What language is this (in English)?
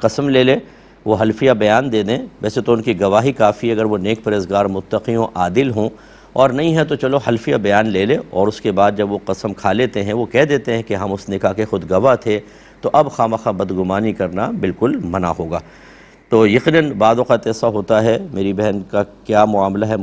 Urdu